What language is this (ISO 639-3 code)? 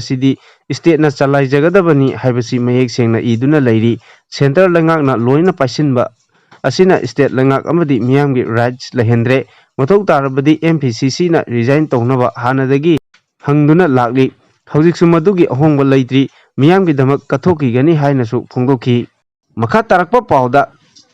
mni